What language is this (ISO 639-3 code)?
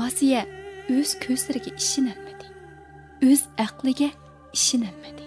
uig